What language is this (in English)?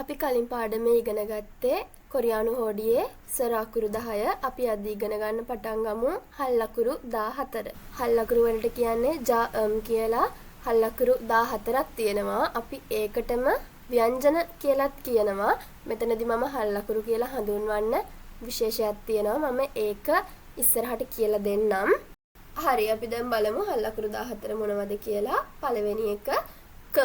Sinhala